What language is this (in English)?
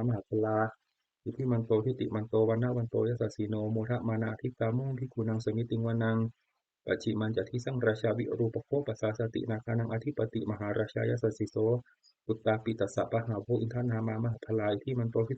Pali